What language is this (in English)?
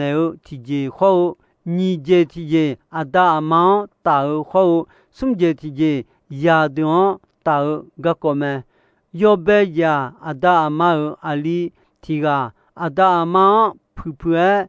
Akha